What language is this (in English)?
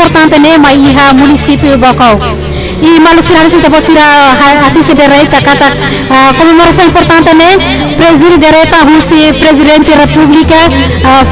Tetum